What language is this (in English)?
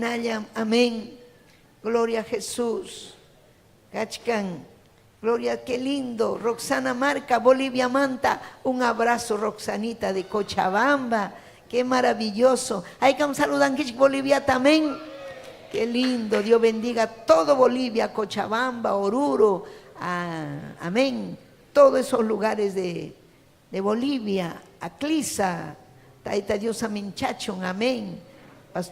Ayacucho Quechua